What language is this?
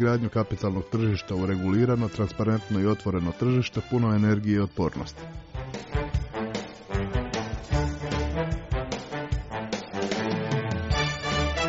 Croatian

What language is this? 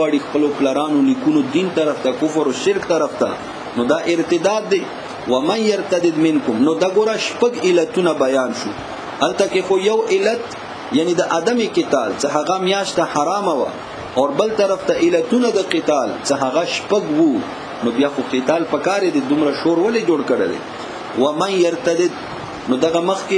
Pashto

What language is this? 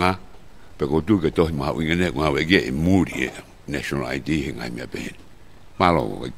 Tongan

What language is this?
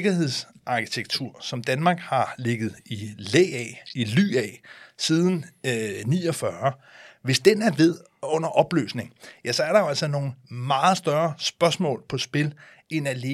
Danish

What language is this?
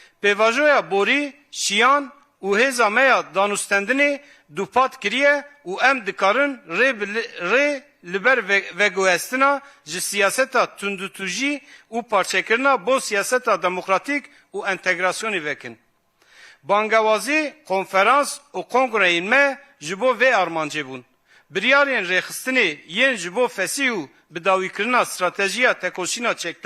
Kurdish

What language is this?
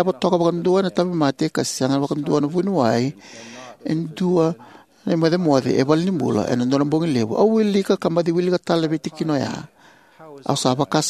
Fijian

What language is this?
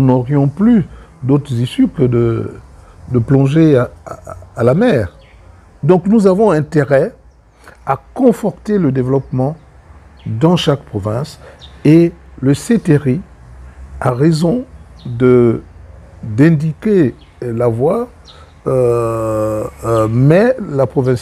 French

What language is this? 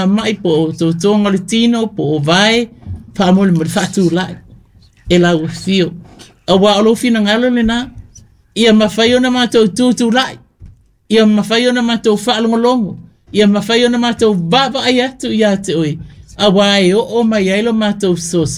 Samoan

